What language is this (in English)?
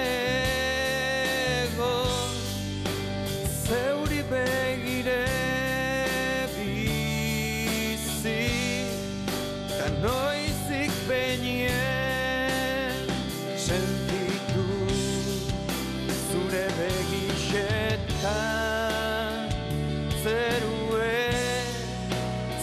Basque